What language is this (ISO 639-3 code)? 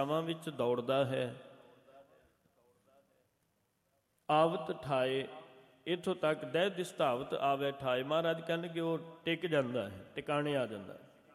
pan